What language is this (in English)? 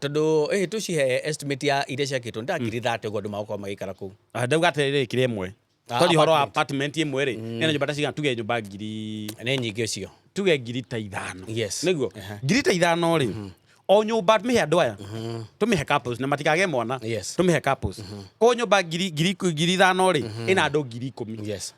Kikuyu